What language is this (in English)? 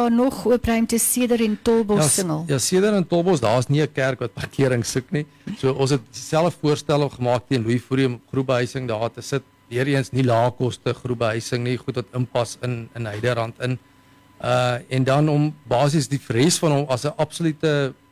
Afrikaans